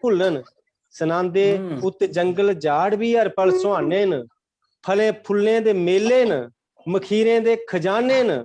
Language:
Dogri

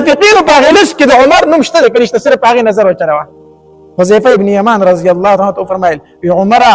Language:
Pashto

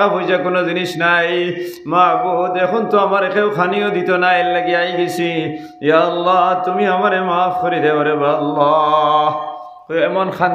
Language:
Sylheti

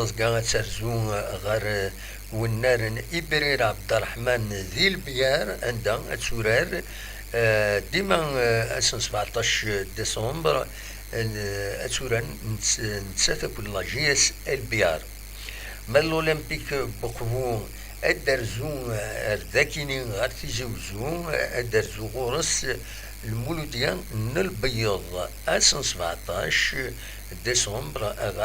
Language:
Kabyle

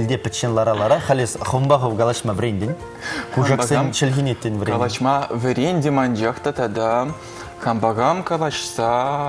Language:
Chuvash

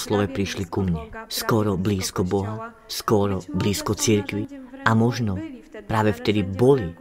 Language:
Slovak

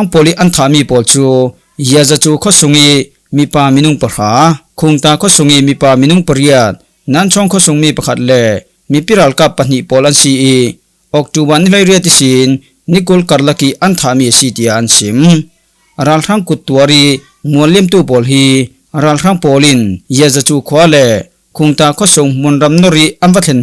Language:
Falam Chin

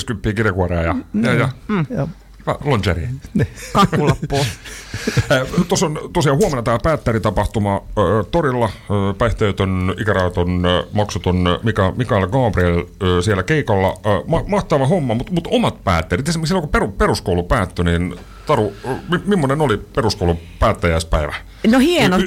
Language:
Finnish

